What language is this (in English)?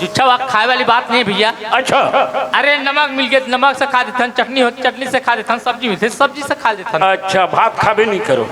Chhattisgarhi